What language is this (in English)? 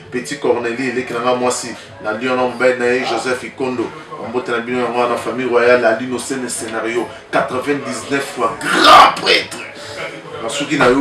Lingala